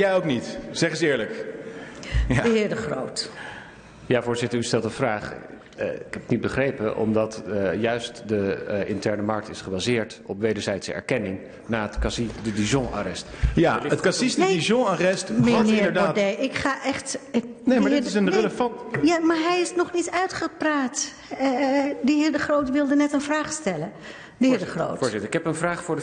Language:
Dutch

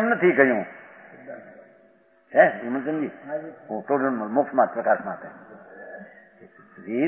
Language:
Gujarati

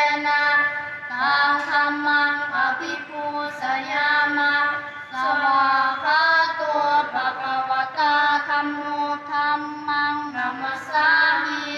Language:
Pali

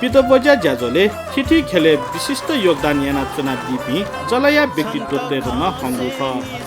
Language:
Newari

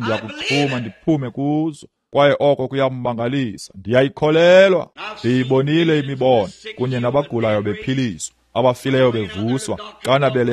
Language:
Xhosa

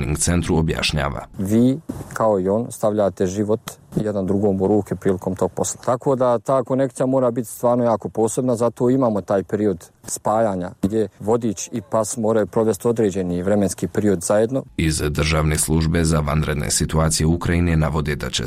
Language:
Bosnian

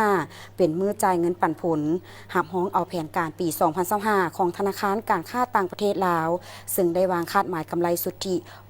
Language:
Lao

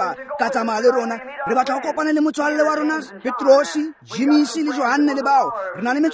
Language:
Tswana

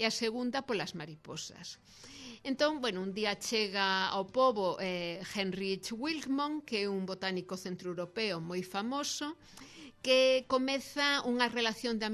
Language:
Galician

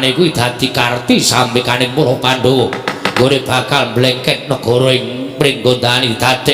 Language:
Javanese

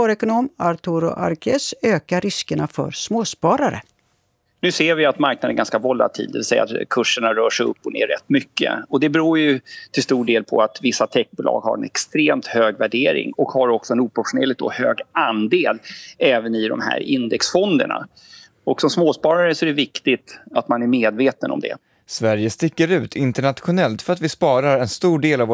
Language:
Swedish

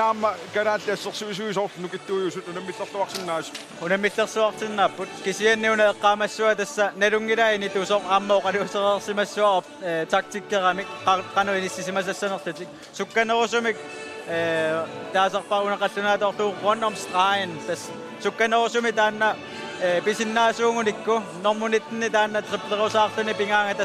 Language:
Kalaallisut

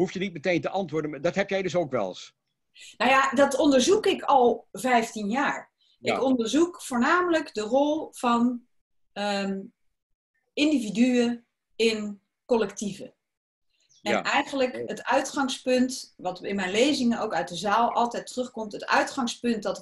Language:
Dutch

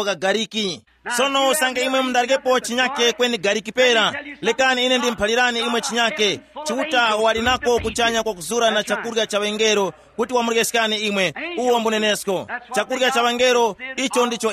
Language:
Tumbuka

